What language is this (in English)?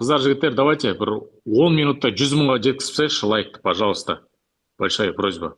Kazakh